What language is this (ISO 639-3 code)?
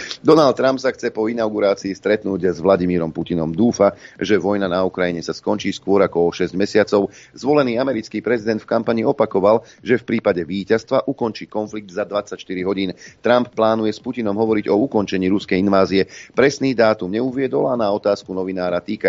slk